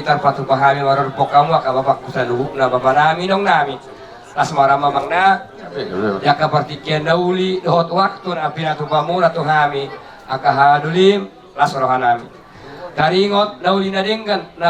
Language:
Batak Toba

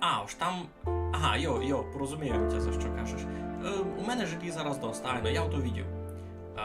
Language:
Rusyn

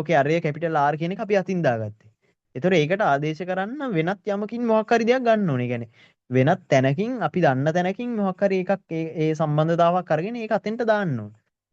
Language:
Sinhala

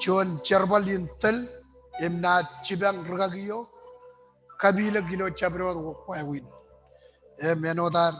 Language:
Marshallese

